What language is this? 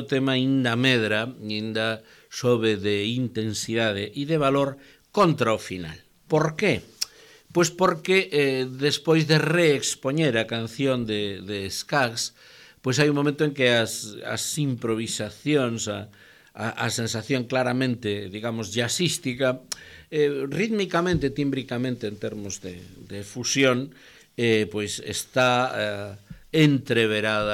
Galician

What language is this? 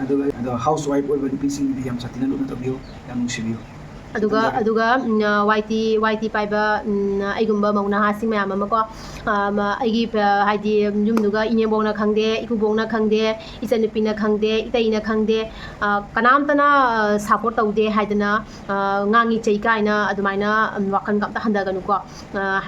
Manipuri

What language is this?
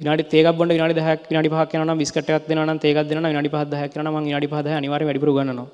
Sinhala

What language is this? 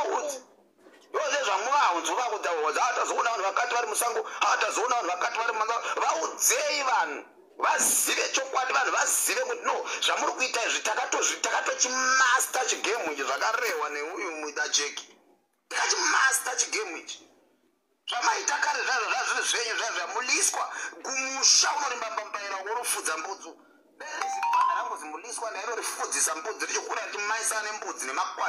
Shona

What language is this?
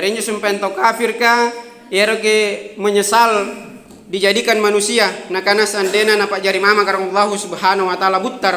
Makasar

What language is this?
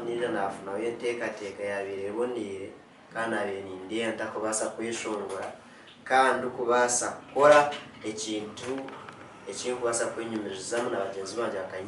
Nyankole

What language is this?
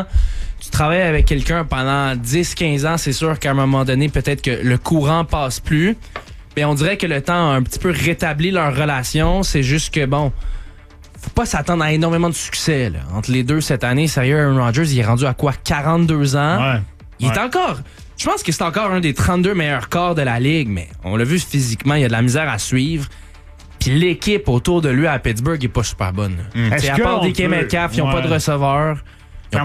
French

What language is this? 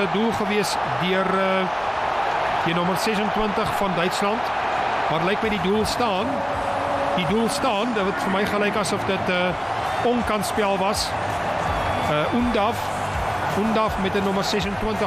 Afrikaans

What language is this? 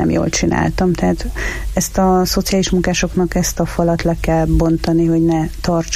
Hungarian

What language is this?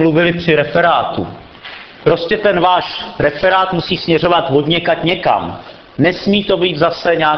Czech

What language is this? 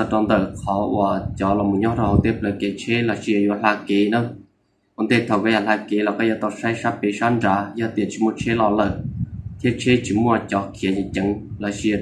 Hmong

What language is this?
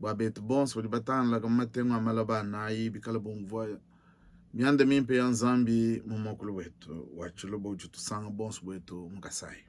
Luba-Lulua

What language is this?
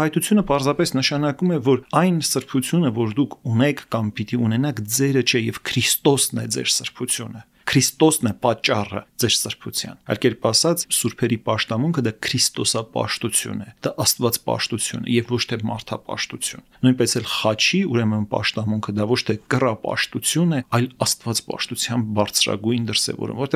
Armenian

